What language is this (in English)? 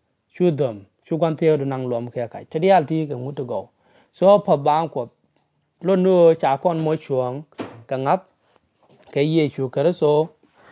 Nuer